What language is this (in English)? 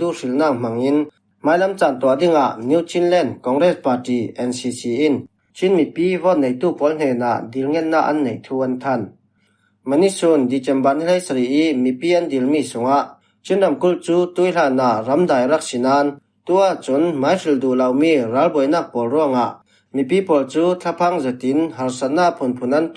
Falam Chin